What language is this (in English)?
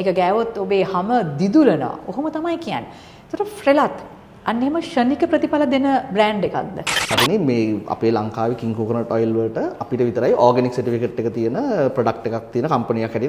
Sinhala